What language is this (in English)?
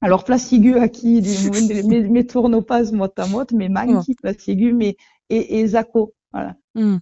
Occitan